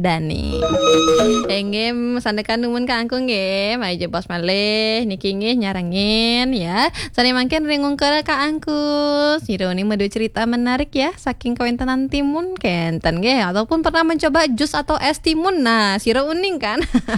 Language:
Balinese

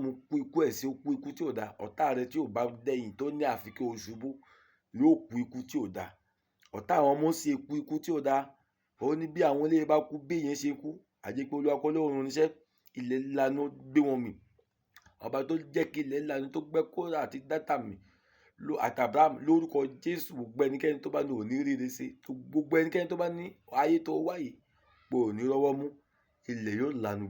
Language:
Yoruba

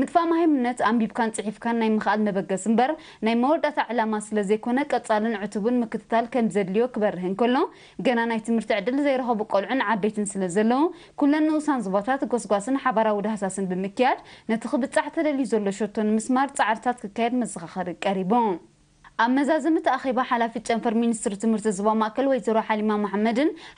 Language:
Tigrinya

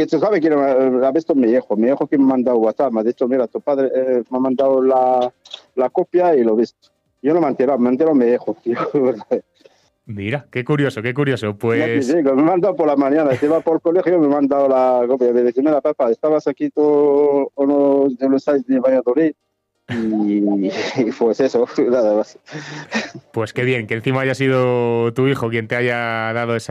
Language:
Spanish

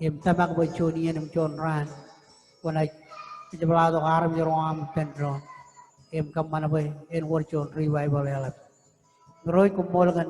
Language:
Marshallese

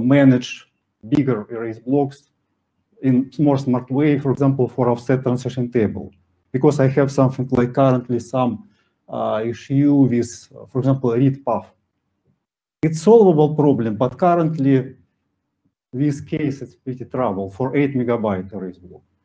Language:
English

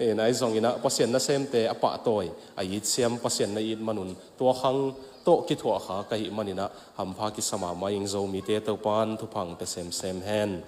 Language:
Tedim Chin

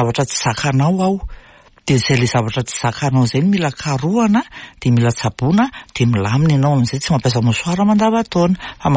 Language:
Malagasy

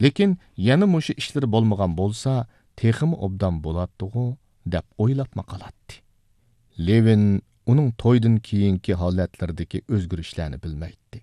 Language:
Uyghur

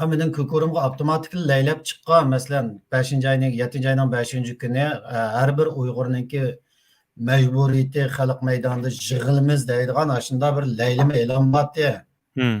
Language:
Uyghur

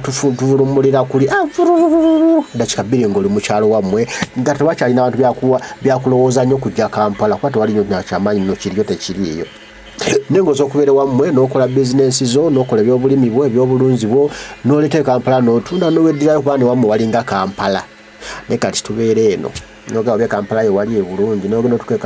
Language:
Ganda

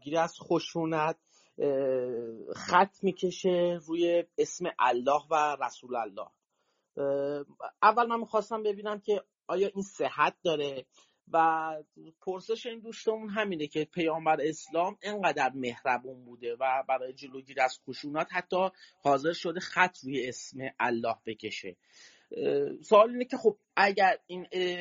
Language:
Persian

